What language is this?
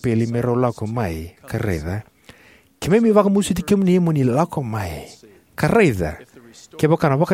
Fijian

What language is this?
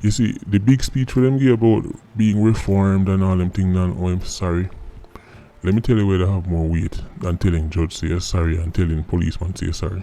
Jamaican Creole English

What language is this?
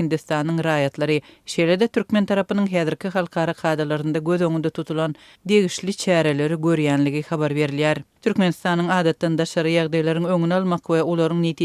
Turkmen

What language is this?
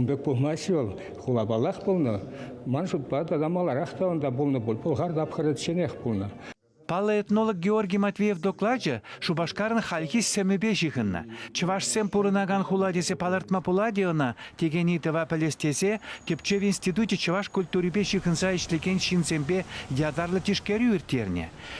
Chuvash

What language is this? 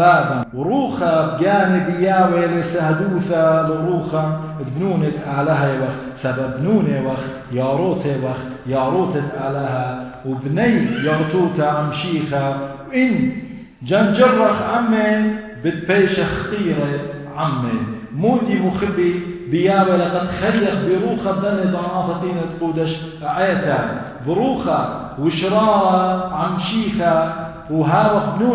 Assyrian Neo-Aramaic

